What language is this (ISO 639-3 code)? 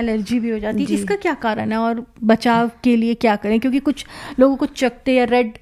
hin